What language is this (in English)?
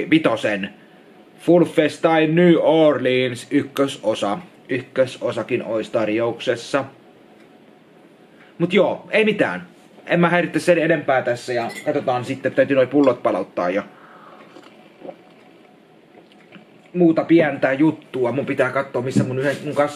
Finnish